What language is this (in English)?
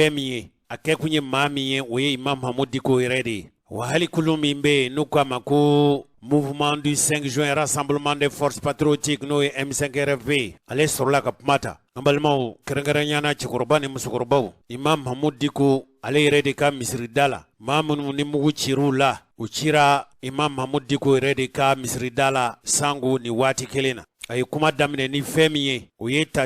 Bambara